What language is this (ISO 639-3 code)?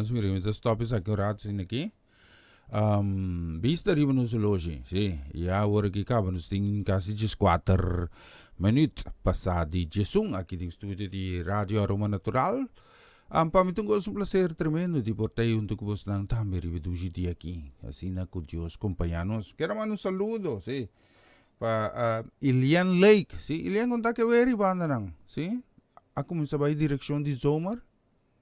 pap